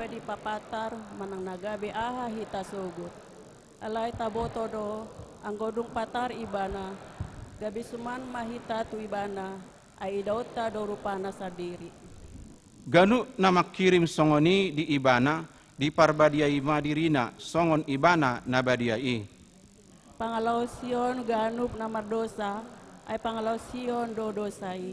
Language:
Batak Toba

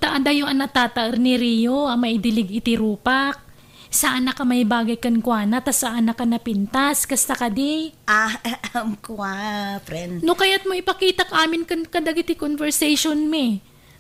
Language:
Iloko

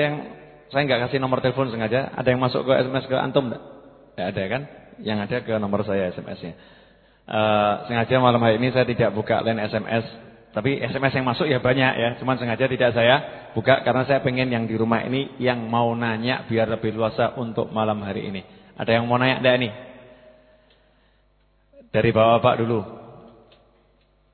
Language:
Indonesian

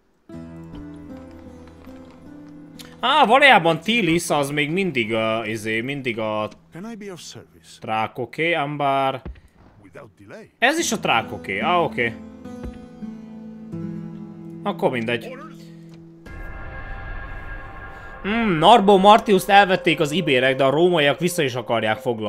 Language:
Hungarian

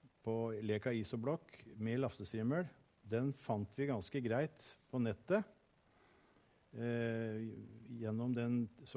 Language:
Norwegian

